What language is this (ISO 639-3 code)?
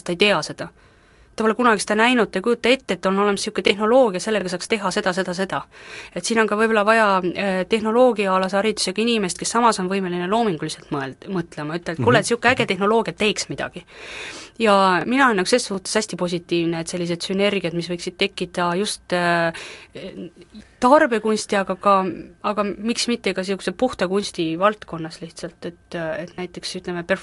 est